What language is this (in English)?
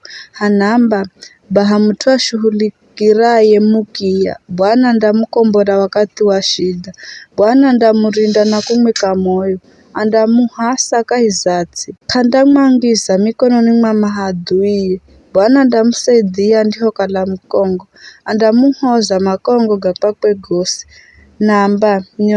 Giryama